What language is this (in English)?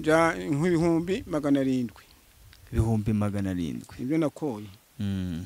Kinyarwanda